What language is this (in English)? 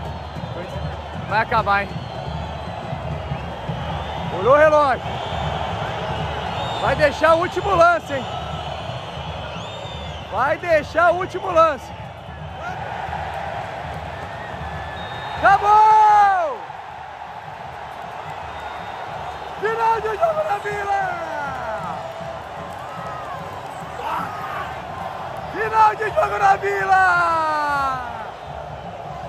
Portuguese